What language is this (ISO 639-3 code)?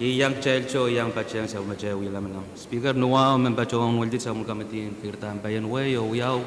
pon